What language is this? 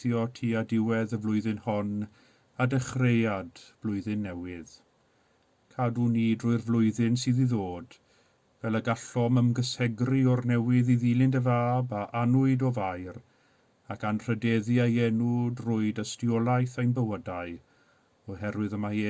Welsh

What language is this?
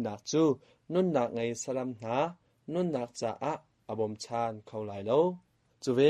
Hakha Chin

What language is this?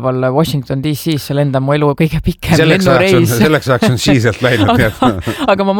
Estonian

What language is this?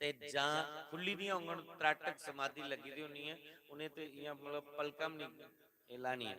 Dogri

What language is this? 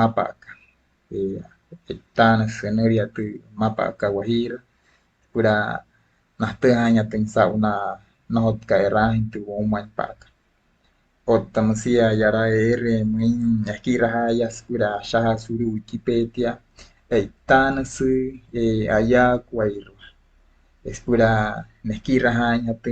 Wayuu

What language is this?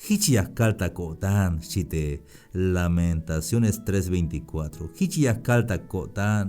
Tzeltal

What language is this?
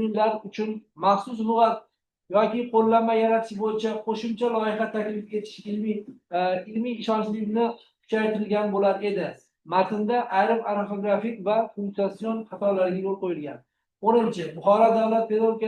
Uzbek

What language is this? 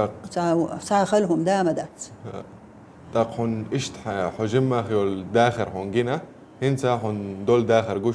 Chechen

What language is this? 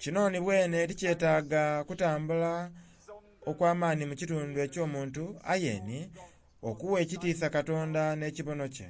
Soga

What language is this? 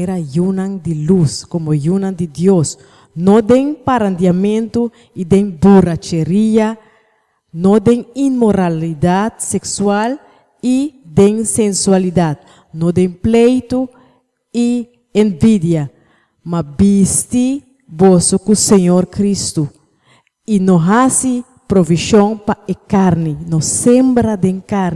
Papiamento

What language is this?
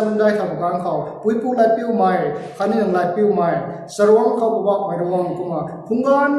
Rongmei Naga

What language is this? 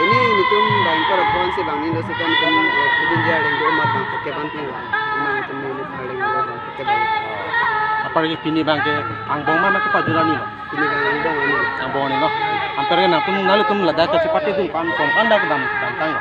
Karbi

